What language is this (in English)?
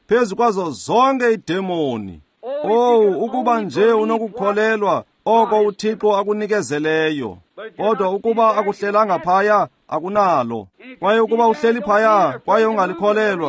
Xhosa